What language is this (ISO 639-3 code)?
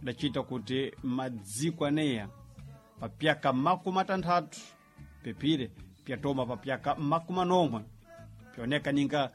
seh